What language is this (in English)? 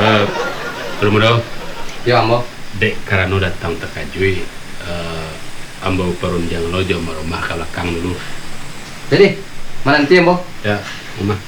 Minangkabau